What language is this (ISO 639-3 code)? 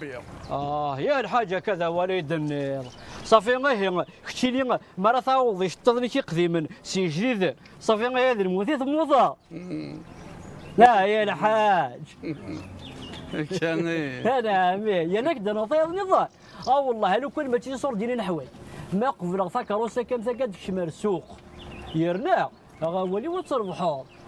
kab